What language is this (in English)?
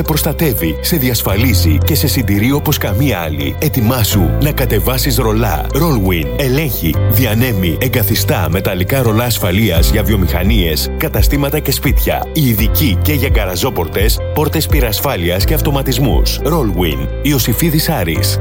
Greek